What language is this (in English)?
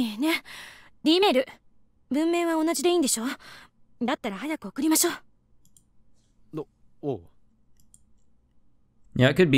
Japanese